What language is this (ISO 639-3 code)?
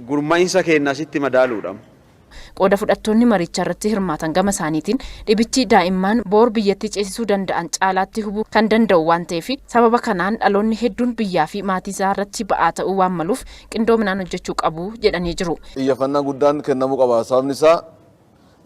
orm